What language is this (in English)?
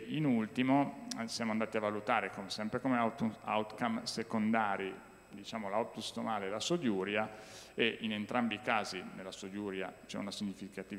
Italian